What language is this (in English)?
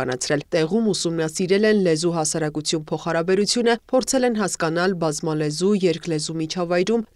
Armenian